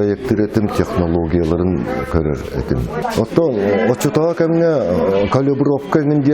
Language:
Yakut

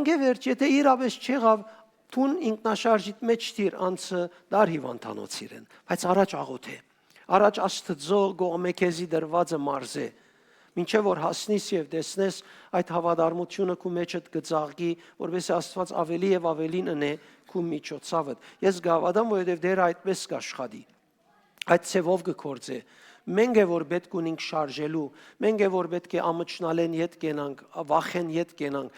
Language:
Western Armenian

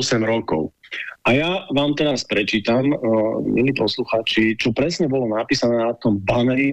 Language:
Slovak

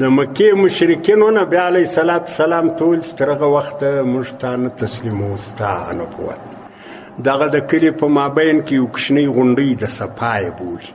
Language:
Pashto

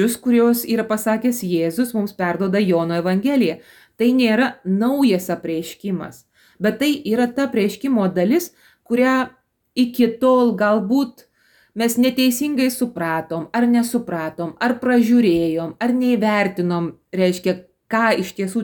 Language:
Lithuanian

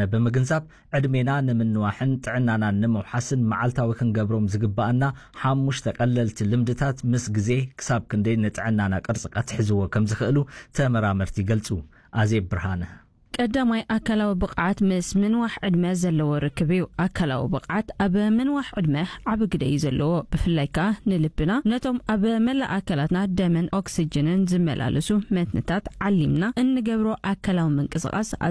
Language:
Tigrinya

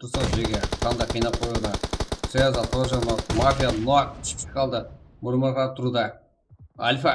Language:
Kara-Kalpak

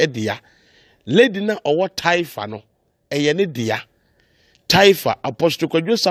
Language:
Akan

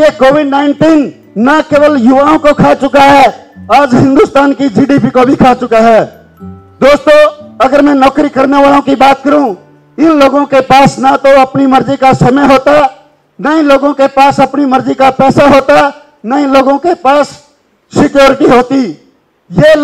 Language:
Hindi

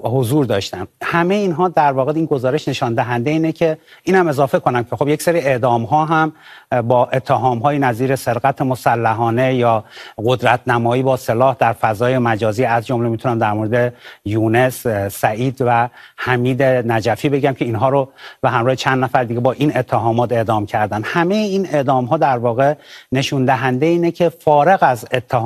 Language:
Persian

